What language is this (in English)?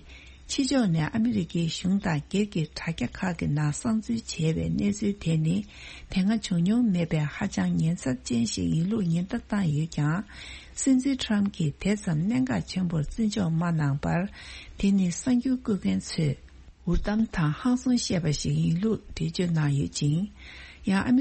Tibetan